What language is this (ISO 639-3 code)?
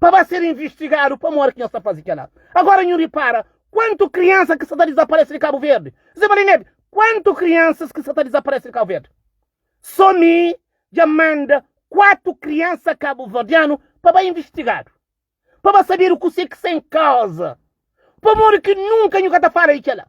kea